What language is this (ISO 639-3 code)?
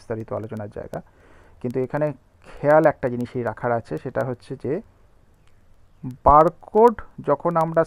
ben